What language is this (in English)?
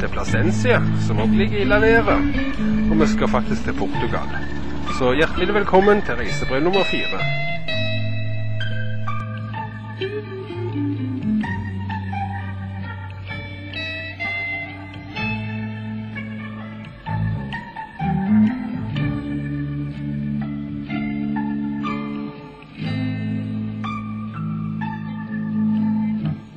Norwegian